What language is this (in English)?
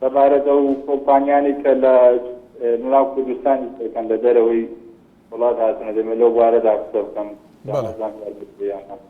Central Kurdish